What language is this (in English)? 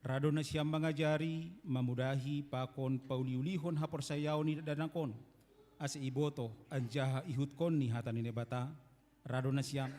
Batak Simalungun